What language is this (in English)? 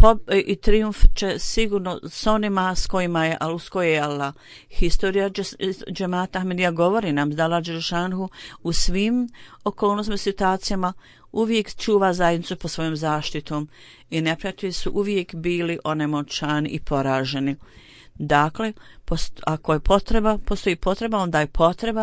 Bosnian